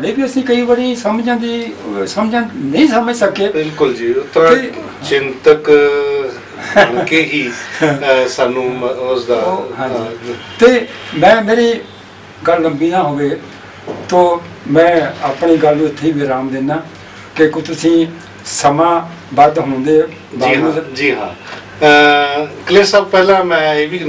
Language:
Punjabi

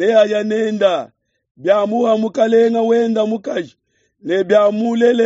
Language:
Luba-Lulua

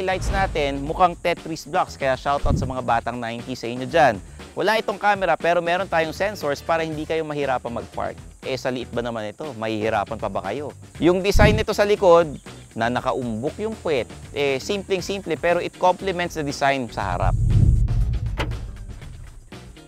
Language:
Filipino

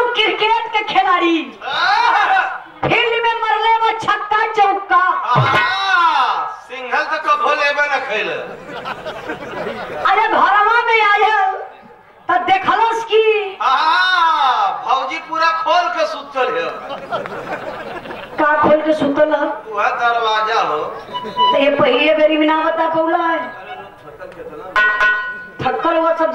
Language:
Bhojpuri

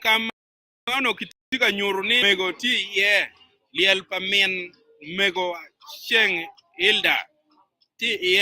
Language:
Acoli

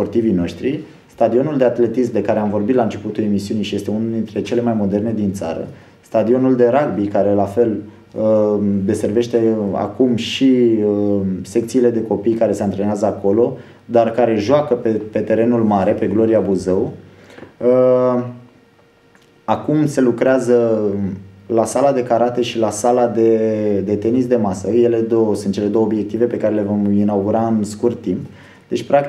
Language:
Romanian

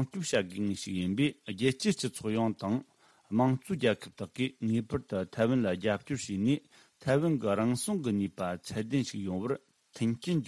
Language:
Tibetan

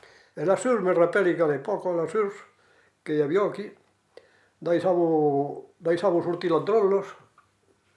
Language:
Occitan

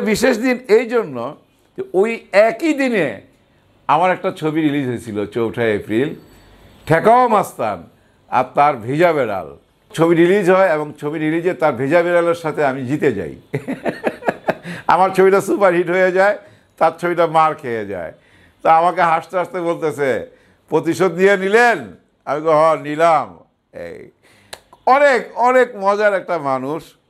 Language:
Bangla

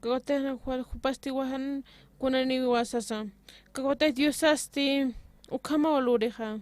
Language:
Aymara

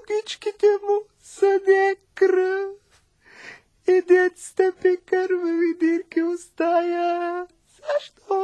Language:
Bulgarian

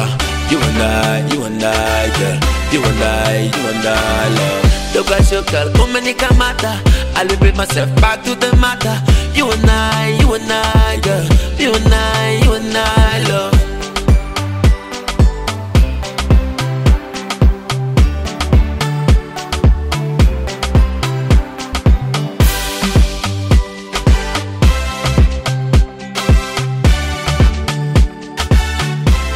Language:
Swahili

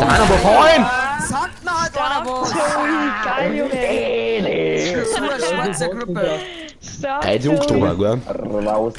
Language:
Bavarian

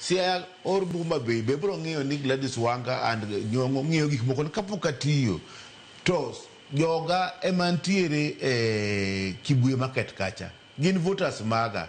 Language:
Luo (Kenya and Tanzania)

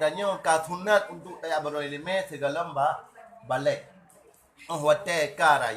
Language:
Achinese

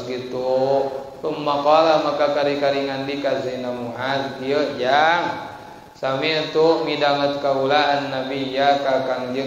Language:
Sundanese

